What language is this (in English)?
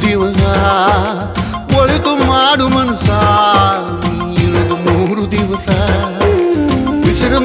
Kannada